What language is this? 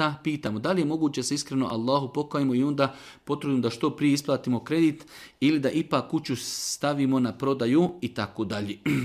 Bosnian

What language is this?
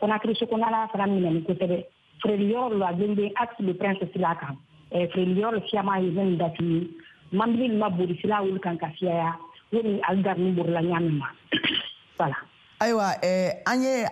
Bambara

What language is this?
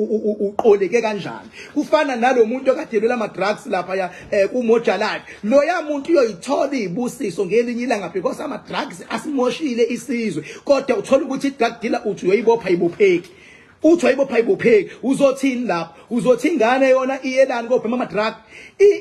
Zulu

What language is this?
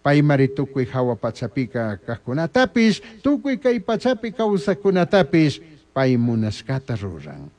Chimborazo Highland Quichua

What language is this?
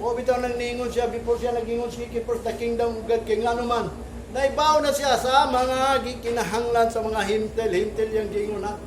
Cebuano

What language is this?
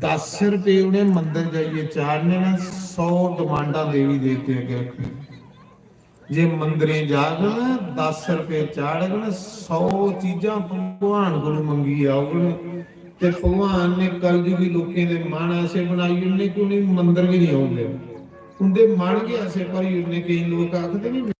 Dogri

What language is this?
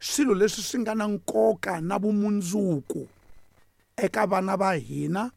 Tsonga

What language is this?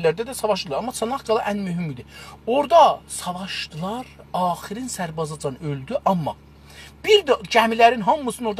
South Azerbaijani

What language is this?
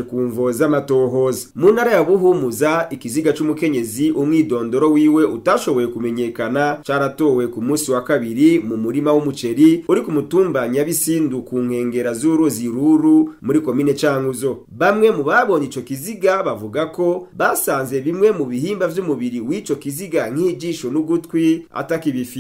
Rundi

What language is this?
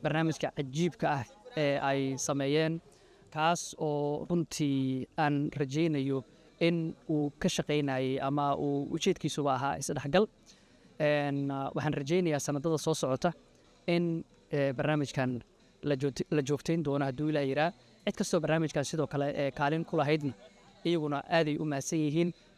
Somali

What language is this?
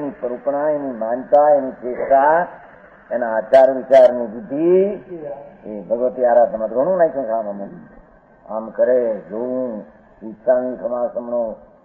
Gujarati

